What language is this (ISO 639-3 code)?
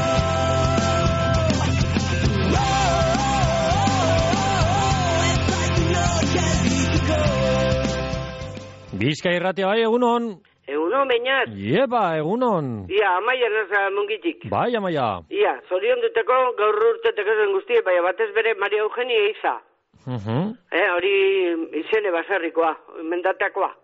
eus